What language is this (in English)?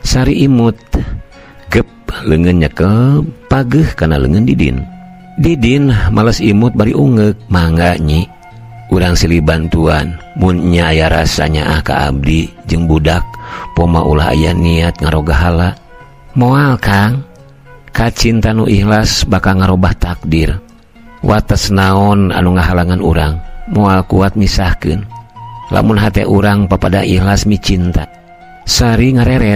Sundanese